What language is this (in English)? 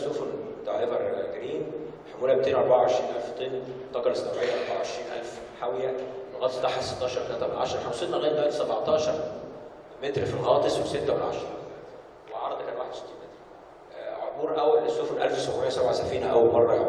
Egyptian Arabic